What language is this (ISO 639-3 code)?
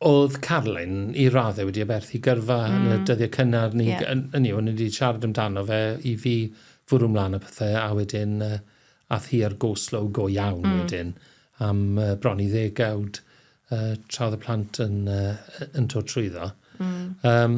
cym